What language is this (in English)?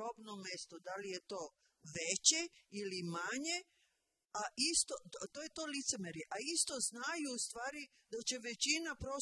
Serbian